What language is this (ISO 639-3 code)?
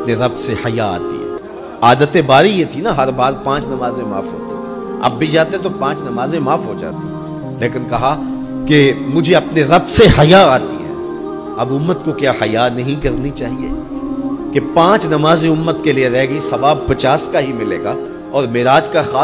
urd